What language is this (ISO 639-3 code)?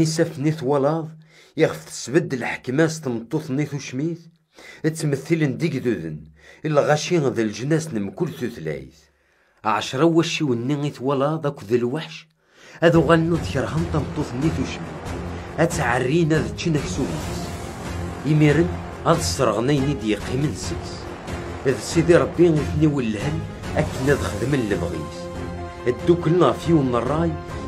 kab